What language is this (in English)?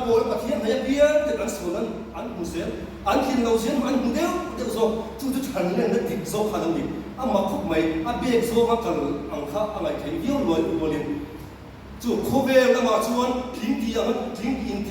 Mizo